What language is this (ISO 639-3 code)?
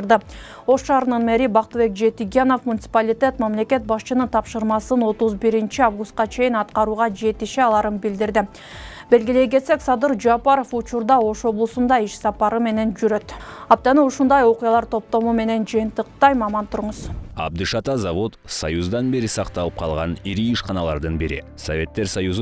kir